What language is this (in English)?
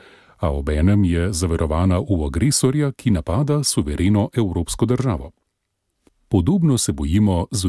Slovenian